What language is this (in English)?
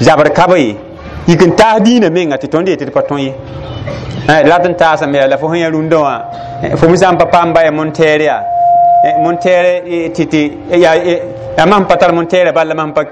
Mossi